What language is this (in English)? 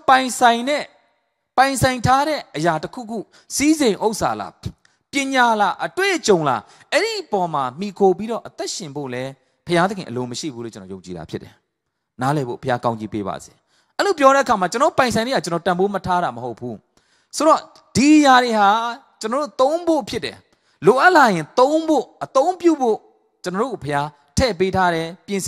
Burmese